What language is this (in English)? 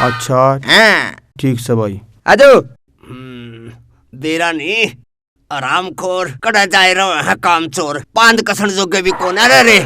Haryanvi